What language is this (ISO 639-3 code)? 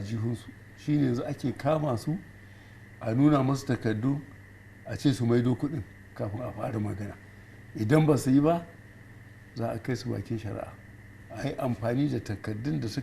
hau